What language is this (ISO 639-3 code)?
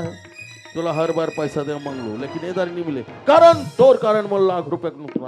hne